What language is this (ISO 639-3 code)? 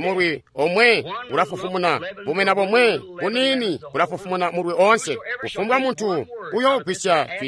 toi